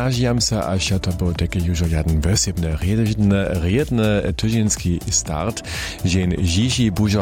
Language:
Polish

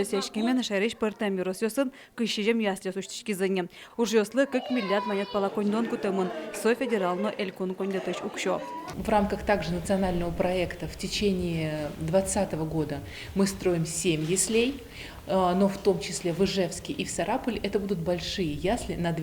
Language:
Udmurt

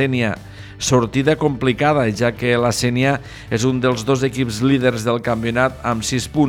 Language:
Catalan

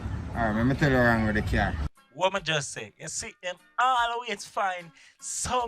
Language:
Jamaican Creole English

